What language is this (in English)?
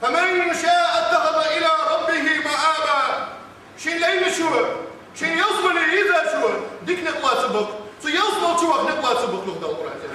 Ingush